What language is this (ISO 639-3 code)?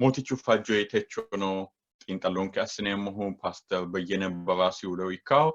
sid